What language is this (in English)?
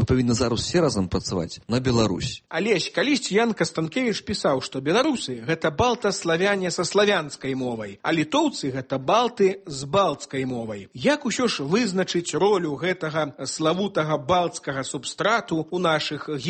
Belarusian